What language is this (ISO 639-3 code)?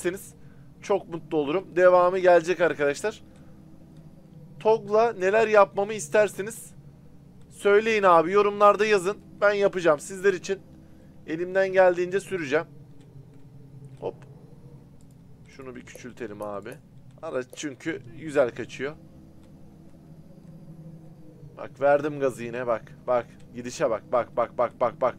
tur